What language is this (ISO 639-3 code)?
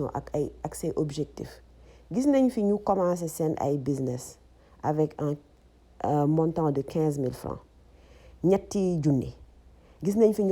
wol